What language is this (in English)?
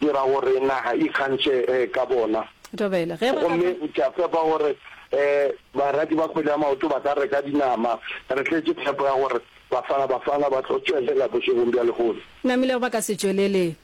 Northern Sotho